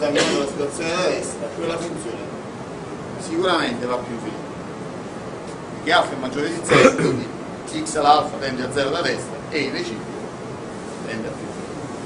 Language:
Italian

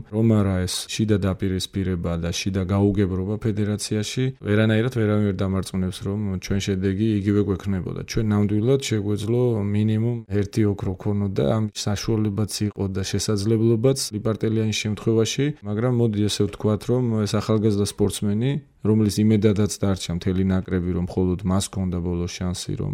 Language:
Georgian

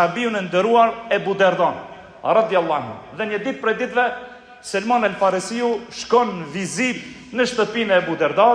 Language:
Albanian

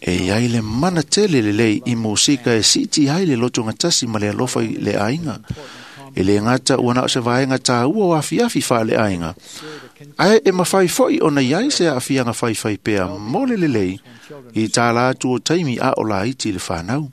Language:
Samoan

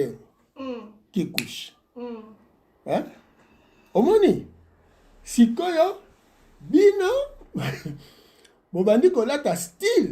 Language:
Lingala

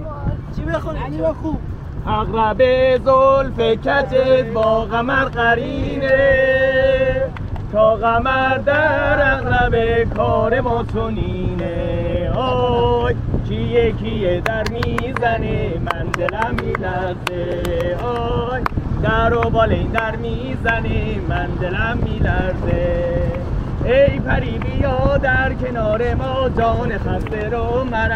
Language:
Persian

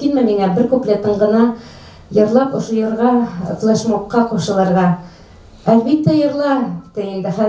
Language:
Bashkir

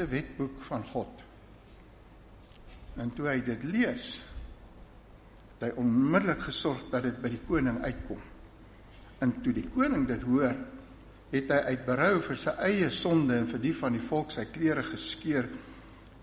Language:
Afrikaans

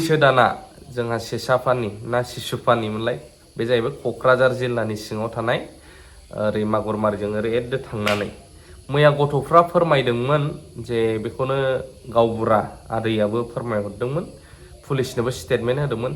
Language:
Bodo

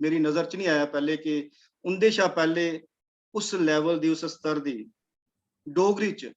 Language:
Dogri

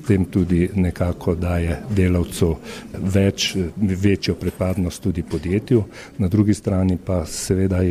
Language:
Slovenian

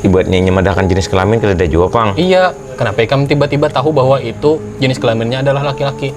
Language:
Banjar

